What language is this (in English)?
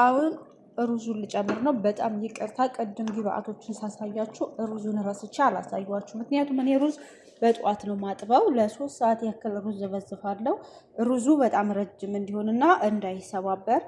Amharic